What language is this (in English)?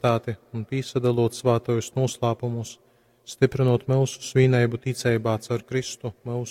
Latgalian